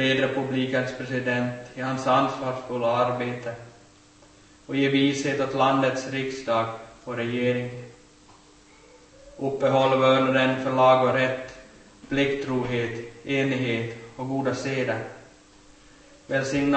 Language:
Swedish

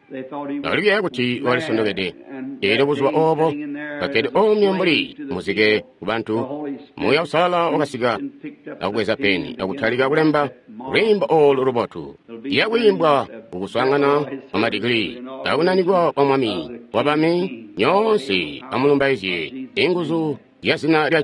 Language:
Tonga (Zambia)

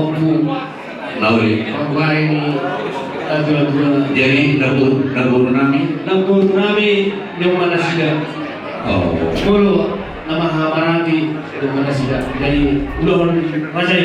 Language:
Batak Toba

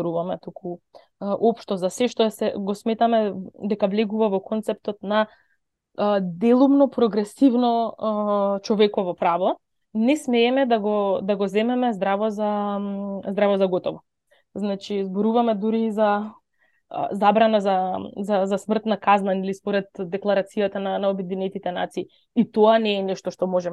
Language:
Macedonian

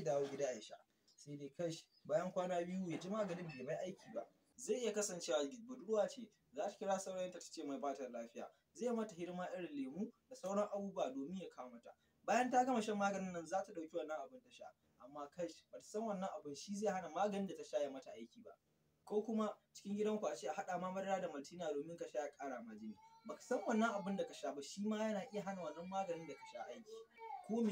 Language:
Hausa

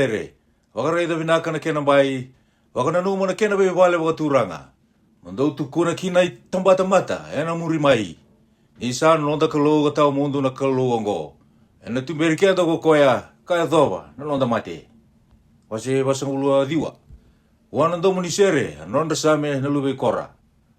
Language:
Fijian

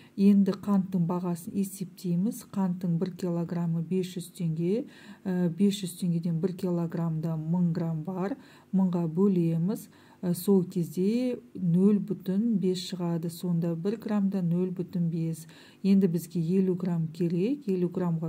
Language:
Kazakh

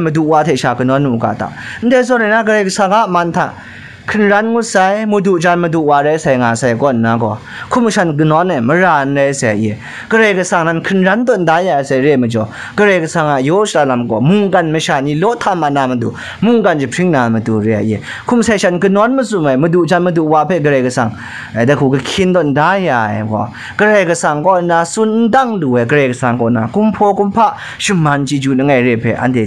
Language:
Kachin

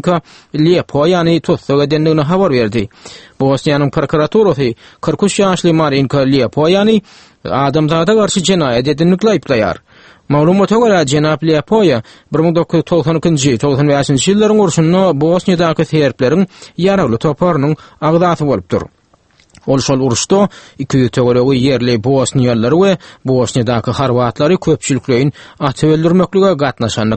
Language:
Turkmen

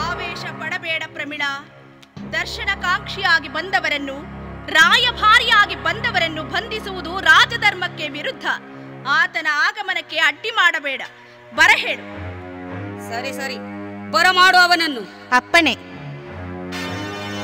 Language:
Kannada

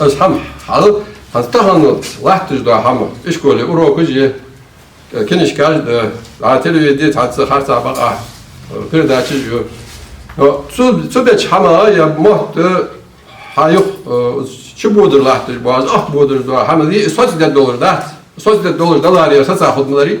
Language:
Ingush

